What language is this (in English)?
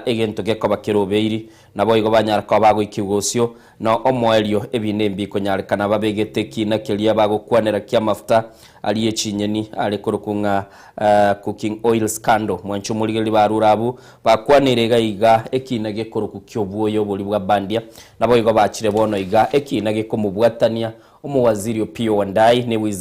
Gusii